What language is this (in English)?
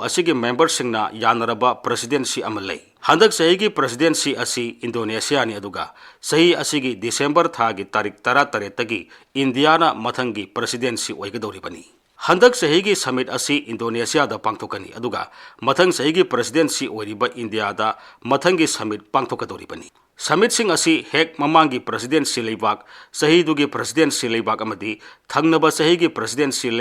Manipuri